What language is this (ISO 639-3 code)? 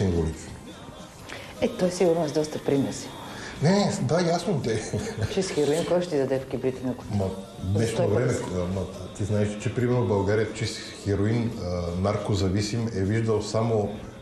bul